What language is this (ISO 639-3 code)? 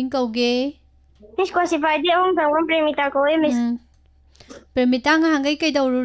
mni